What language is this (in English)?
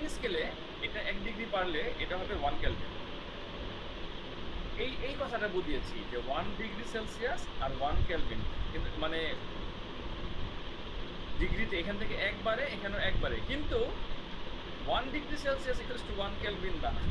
Bangla